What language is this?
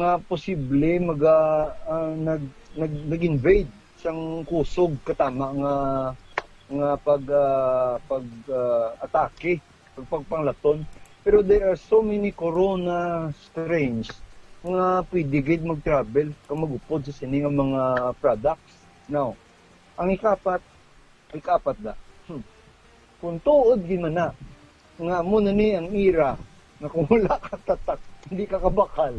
Hiligaynon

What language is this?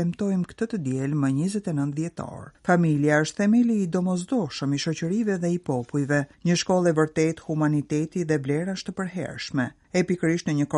Albanian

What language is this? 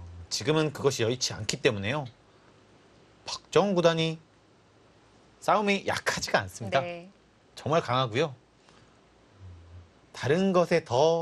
Korean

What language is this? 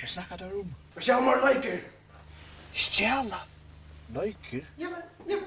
Faroese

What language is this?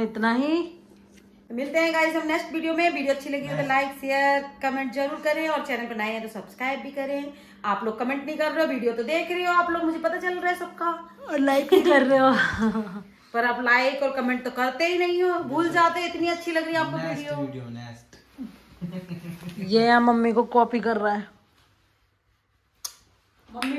Hindi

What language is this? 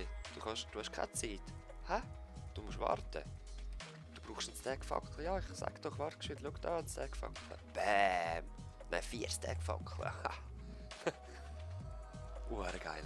Swiss German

